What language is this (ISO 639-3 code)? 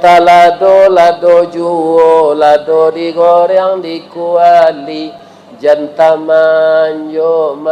min